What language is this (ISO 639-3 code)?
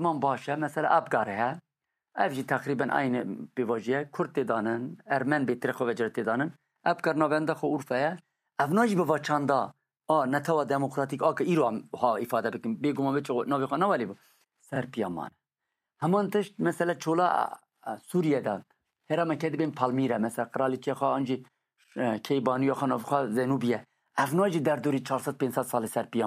kur